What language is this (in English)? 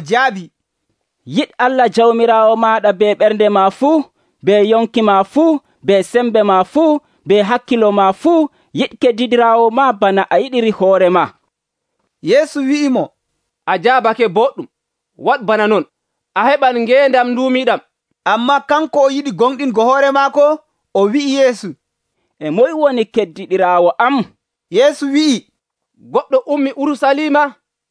Nigerian Fulfulde